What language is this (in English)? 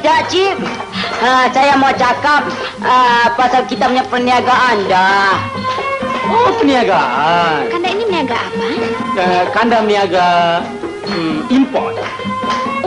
Malay